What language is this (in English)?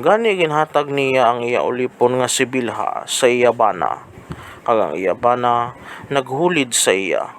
Hiligaynon